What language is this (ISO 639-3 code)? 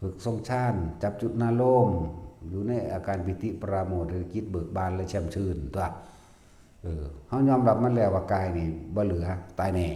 tts